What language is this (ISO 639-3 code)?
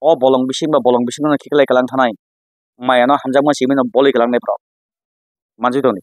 trp